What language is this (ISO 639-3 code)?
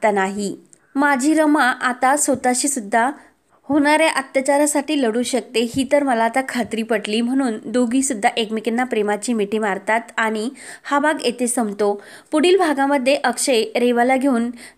mar